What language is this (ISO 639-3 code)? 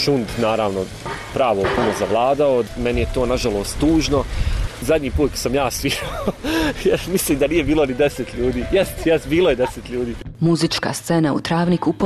bos